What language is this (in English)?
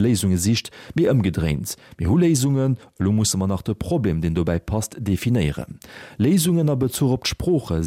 Luxembourgish